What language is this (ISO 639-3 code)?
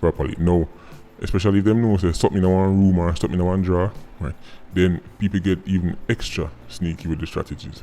jam